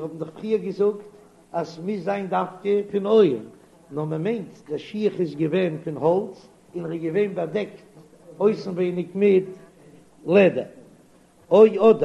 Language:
Yiddish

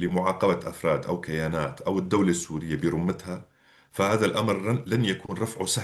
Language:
North Levantine Arabic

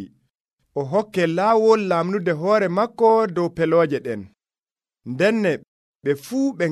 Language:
Nigerian Fulfulde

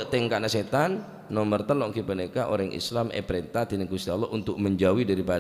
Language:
Madurese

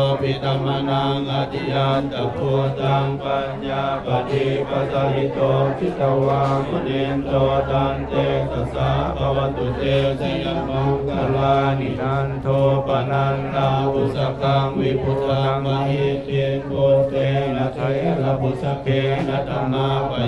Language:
Pali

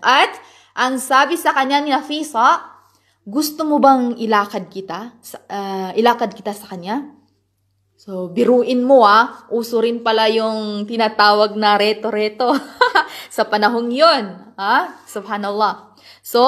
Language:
Maranao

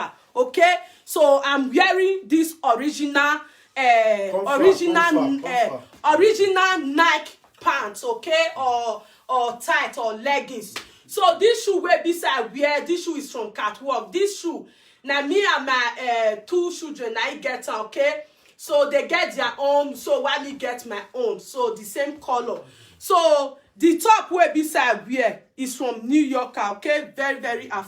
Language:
Nigerian Pidgin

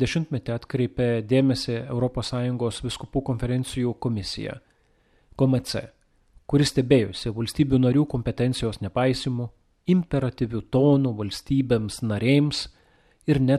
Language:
Lithuanian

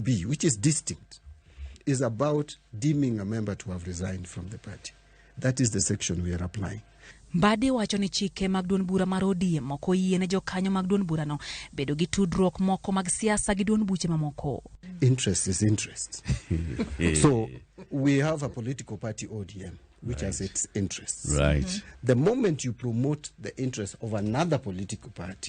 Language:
Luo (Kenya and Tanzania)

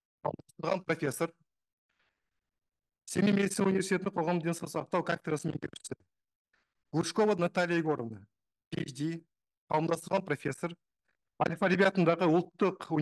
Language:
Kazakh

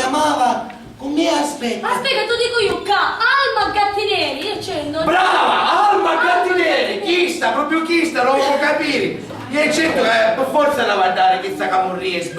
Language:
Sicilian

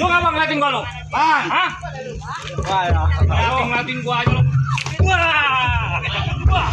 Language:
Betawi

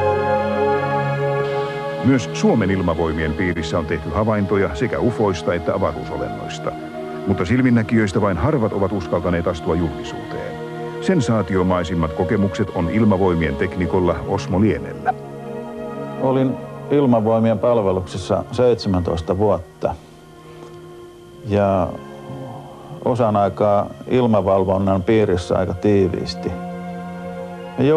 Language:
Finnish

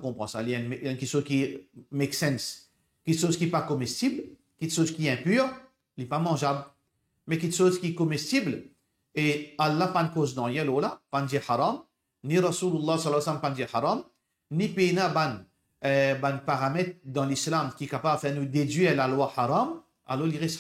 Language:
Morisyen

